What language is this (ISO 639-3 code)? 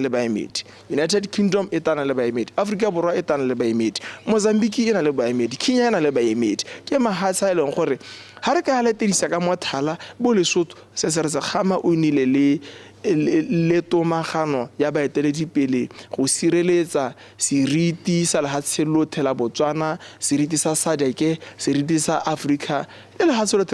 tsn